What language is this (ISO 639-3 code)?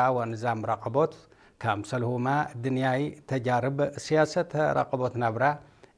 tig